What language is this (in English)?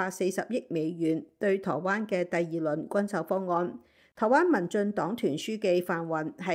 Cantonese